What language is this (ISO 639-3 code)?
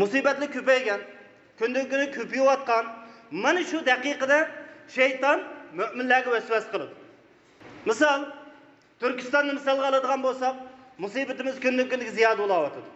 uig